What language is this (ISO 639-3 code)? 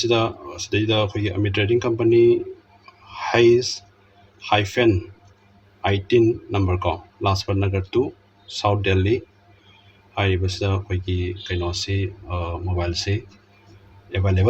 mni